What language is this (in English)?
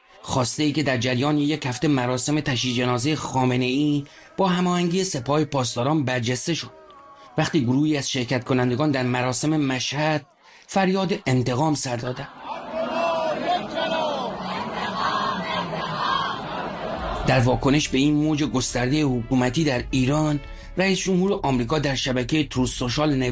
Persian